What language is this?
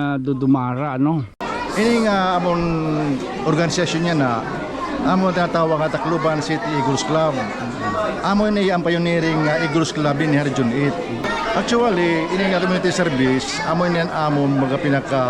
Waray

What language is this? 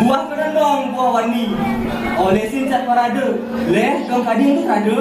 Balinese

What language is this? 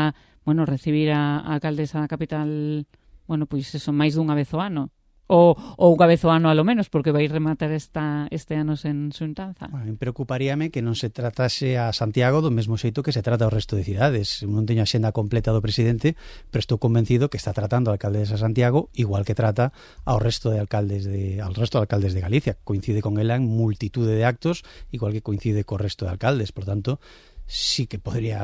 Galician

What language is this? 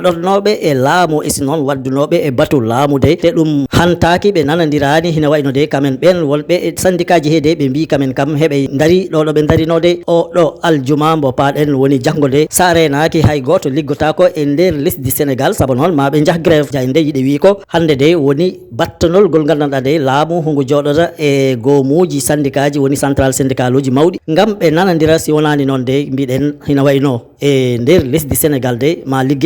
Fula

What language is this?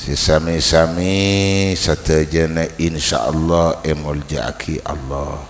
Madurese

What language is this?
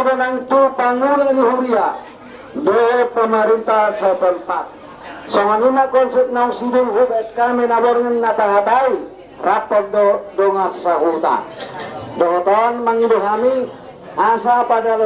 Batak Toba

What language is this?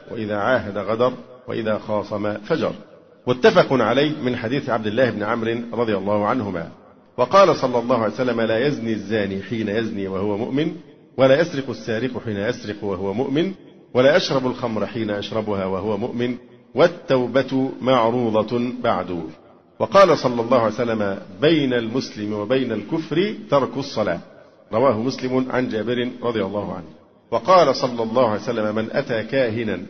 Arabic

